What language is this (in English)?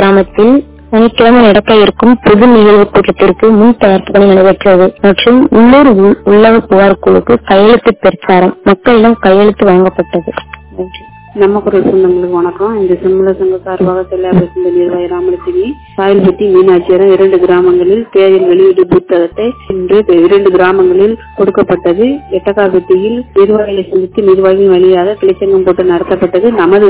Tamil